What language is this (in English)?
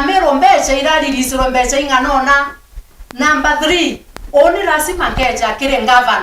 Meru